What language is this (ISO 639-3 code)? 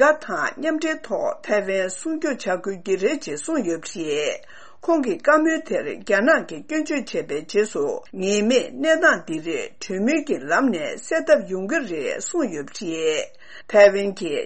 bod